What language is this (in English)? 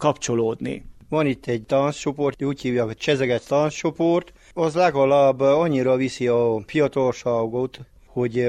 Hungarian